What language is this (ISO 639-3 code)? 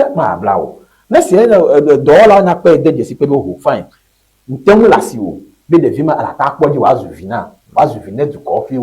ewe